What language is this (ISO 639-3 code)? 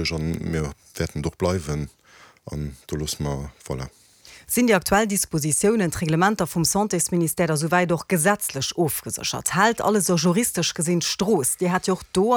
ltz